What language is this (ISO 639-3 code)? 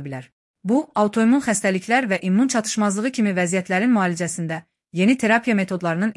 aze